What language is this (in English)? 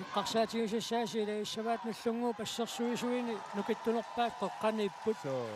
Kalaallisut